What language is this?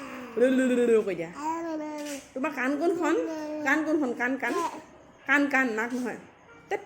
Assamese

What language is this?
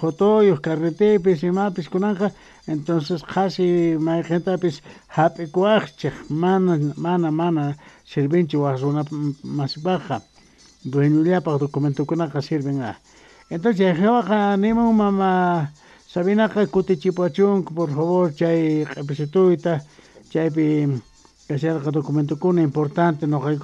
Quechua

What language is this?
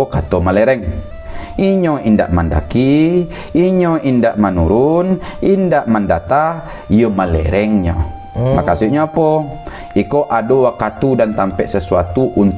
Minangkabau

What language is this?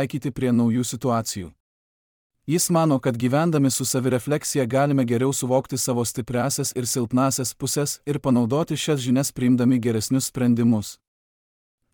Lithuanian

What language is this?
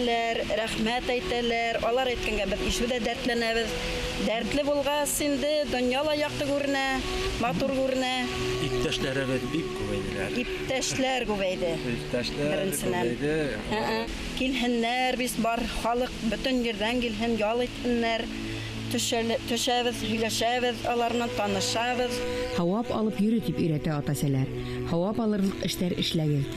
Bashkir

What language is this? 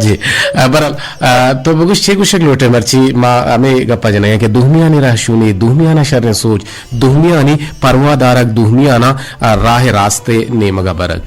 Eastern Balochi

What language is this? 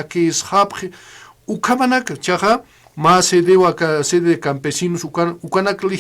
Aymara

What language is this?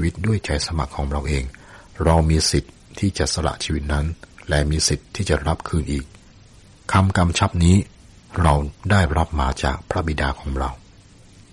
Thai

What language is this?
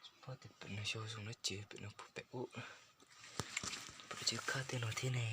Hmong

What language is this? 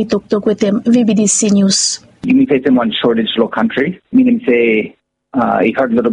Bislama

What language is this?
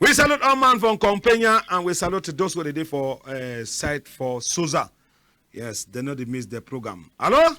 Cameroon Pidgin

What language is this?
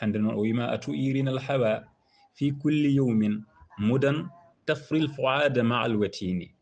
Fula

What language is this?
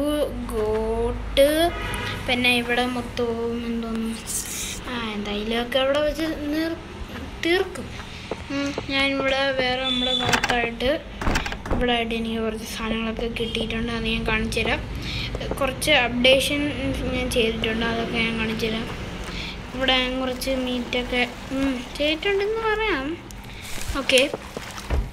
Malayalam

